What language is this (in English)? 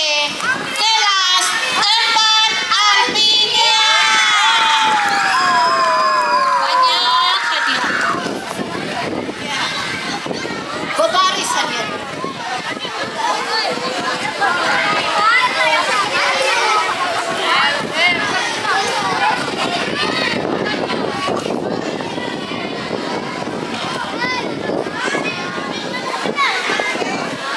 Malay